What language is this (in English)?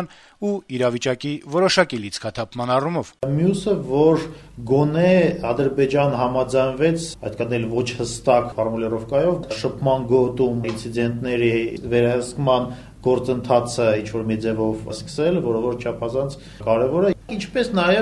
Armenian